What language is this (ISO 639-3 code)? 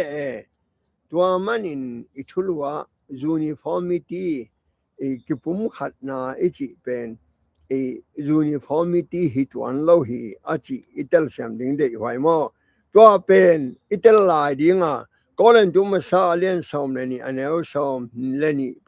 ctd